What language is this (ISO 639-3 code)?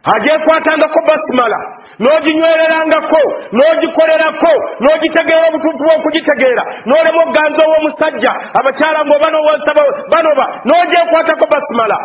lug